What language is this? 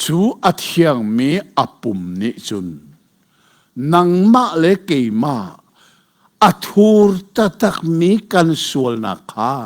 Hakha Chin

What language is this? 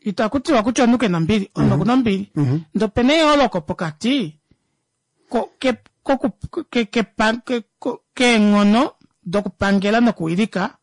Kuanyama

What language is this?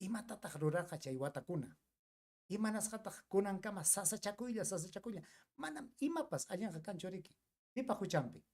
Ayacucho Quechua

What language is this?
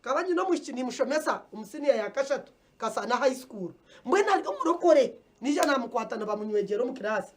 Nyankole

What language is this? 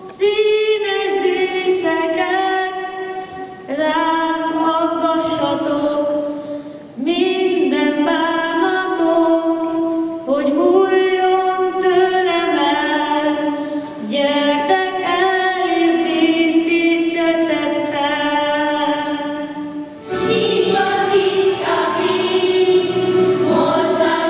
Hungarian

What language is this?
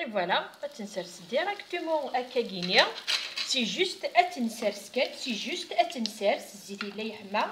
Kabyle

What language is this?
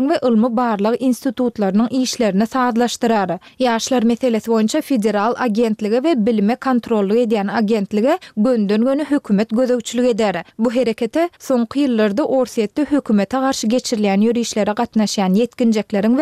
Turkmen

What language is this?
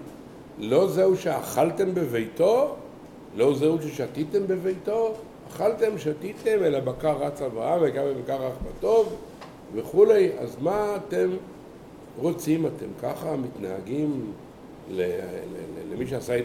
Hebrew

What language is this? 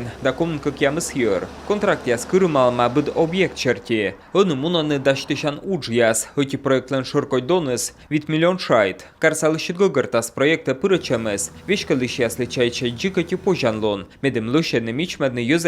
Komi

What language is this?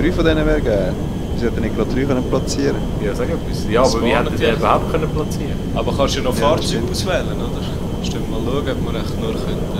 Swiss German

